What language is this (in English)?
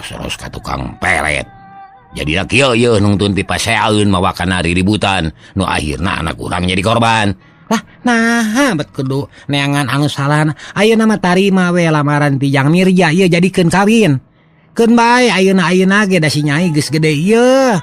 Sundanese